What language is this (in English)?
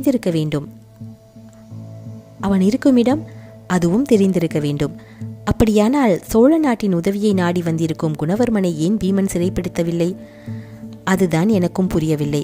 Tamil